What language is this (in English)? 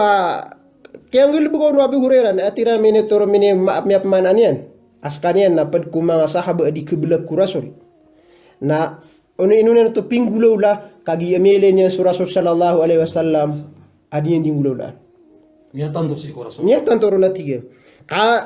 Maranao